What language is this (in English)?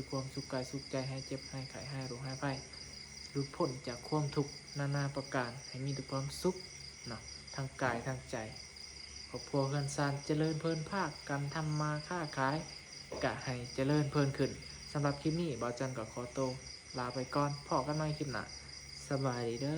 Northeastern Thai